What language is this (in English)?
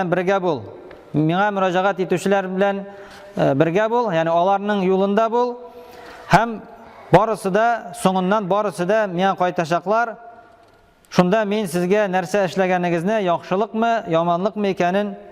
Tatar